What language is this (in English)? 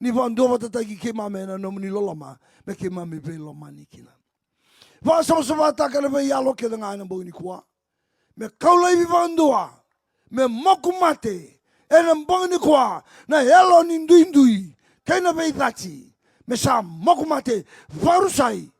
Fijian